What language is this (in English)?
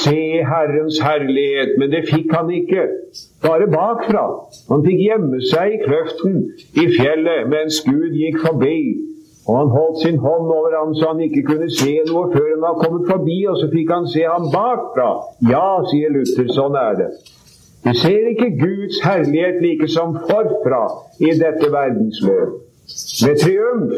Norwegian